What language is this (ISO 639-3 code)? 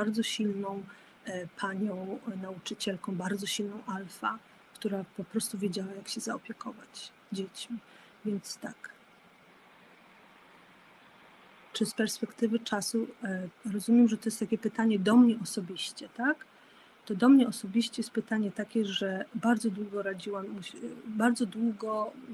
pol